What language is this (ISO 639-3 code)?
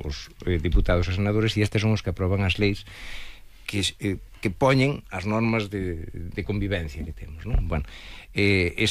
glg